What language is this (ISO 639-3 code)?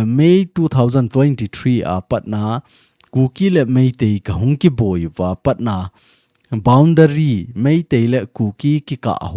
tcz